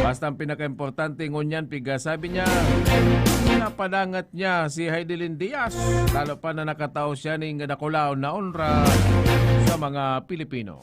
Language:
Bikol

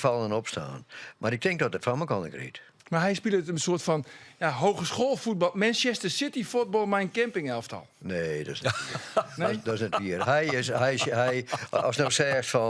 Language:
Western Frisian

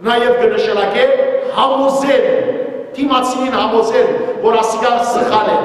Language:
Western Armenian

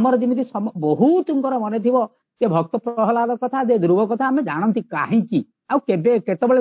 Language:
Odia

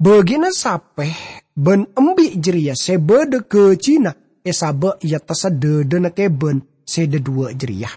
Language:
Madurese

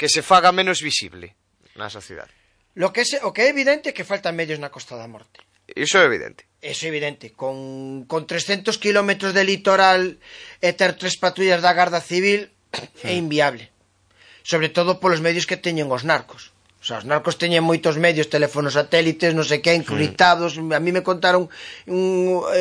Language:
Galician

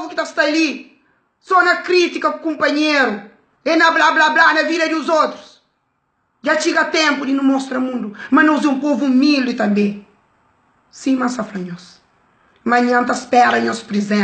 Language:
Kabuverdianu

